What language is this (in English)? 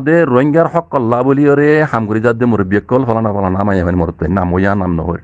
Rohingya